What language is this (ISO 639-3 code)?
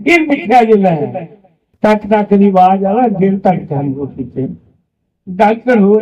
doi